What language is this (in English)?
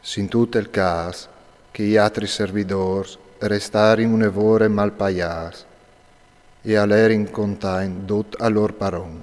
Friulian